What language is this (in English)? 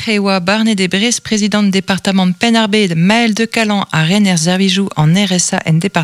Breton